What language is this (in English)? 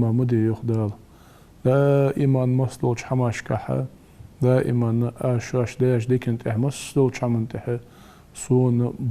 Ingush